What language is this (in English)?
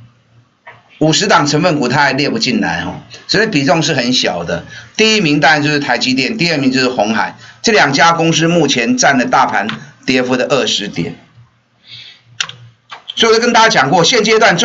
Chinese